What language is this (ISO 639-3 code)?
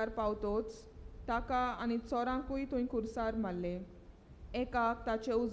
kok